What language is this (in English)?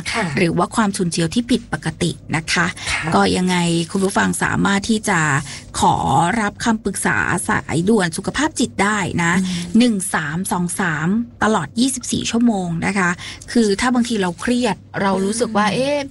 Thai